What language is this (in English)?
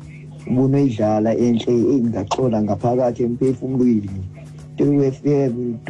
Xhosa